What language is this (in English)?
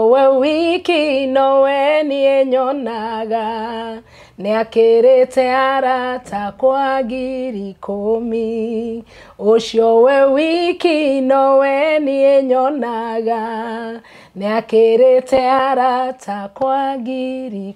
Kikuyu